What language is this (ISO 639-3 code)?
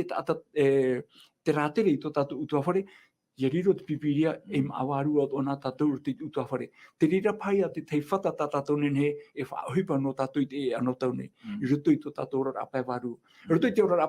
tah